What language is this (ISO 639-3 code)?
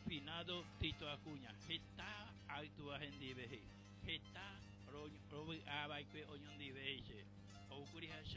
grn